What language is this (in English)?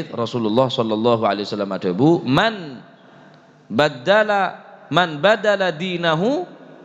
Madurese